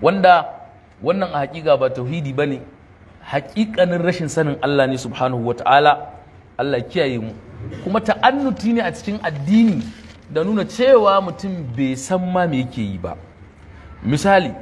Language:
Hausa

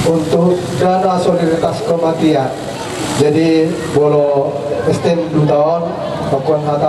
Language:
Batak Toba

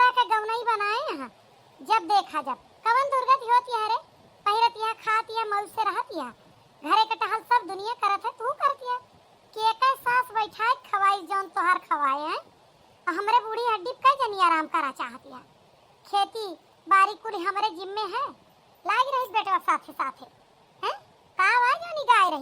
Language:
Awadhi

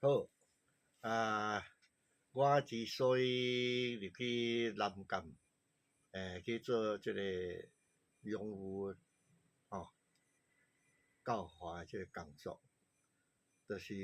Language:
Min Nan Chinese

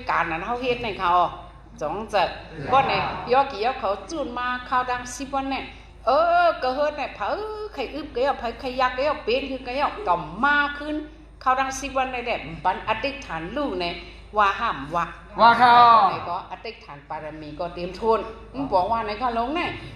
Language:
Shan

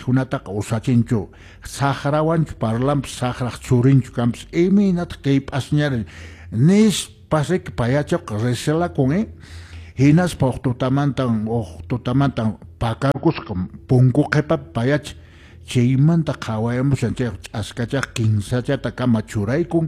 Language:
Quechua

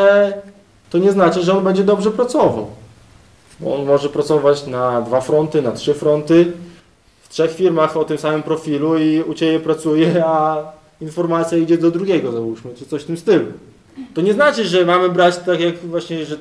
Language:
Polish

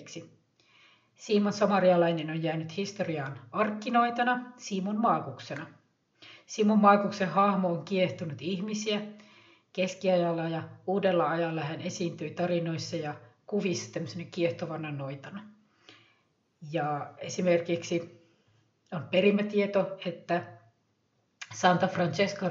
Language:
Finnish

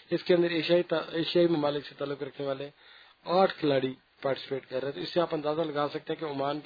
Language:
Urdu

